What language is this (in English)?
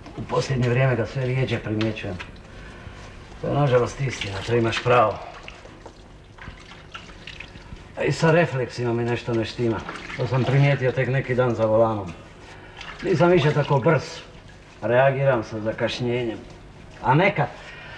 Croatian